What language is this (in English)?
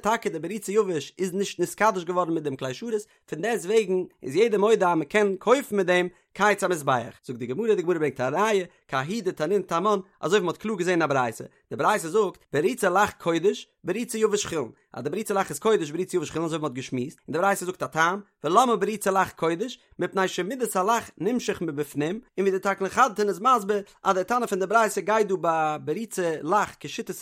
Yiddish